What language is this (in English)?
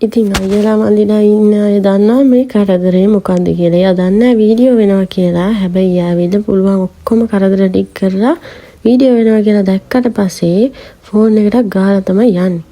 Sinhala